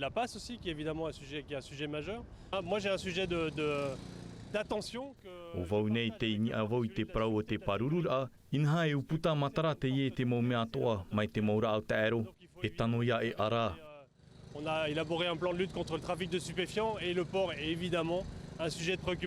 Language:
Tahitian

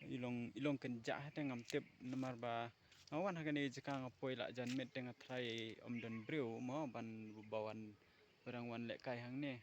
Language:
Khasi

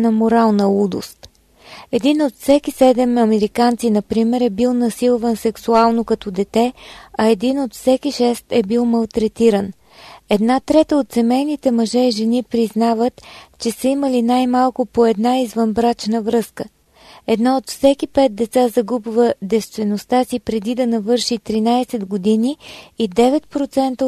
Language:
Bulgarian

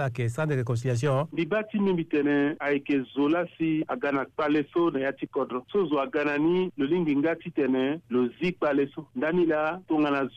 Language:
Sango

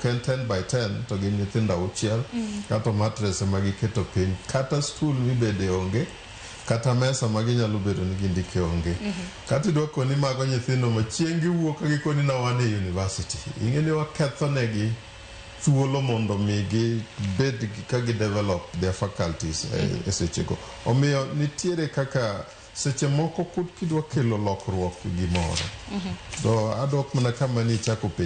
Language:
Luo (Kenya and Tanzania)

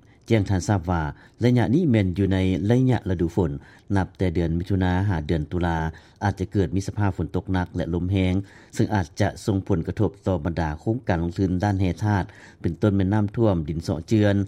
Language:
Lao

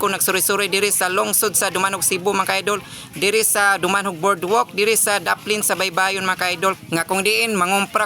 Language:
Cebuano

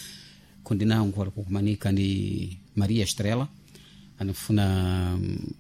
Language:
Sena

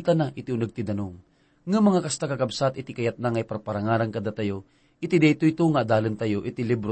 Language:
Iloko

